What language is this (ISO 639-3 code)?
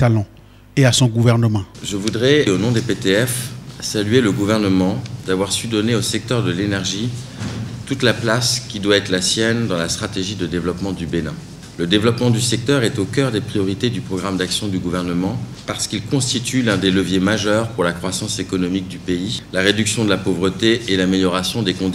fra